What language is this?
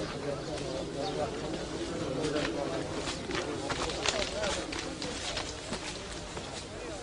S'gaw Karen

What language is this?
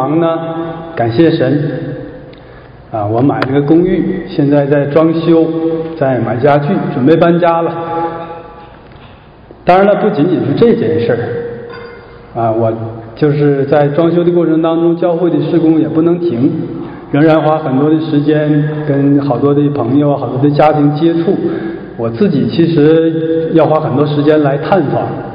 Chinese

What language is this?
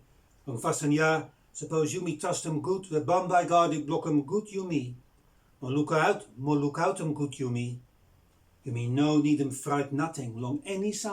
Bislama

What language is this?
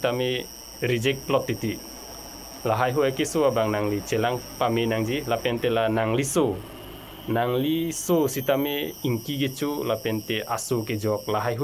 Karbi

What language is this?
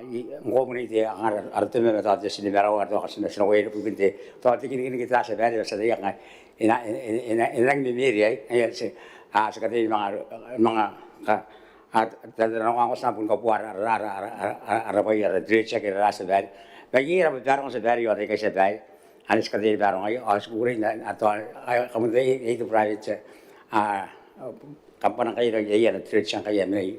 Gilbertese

